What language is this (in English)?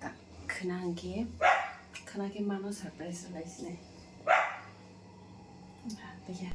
Kok Borok